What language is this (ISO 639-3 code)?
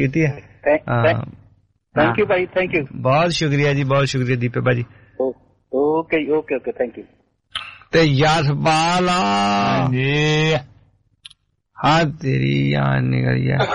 pan